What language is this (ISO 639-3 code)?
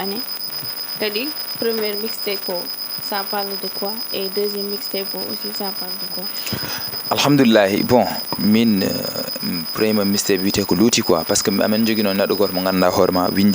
ful